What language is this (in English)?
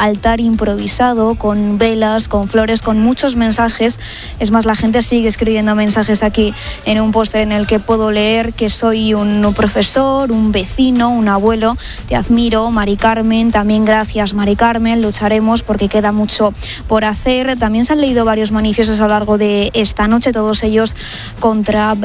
Spanish